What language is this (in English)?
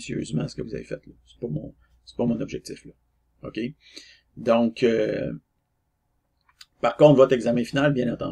French